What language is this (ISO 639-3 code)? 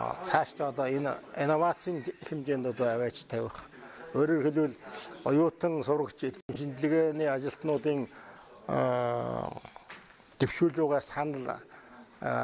mon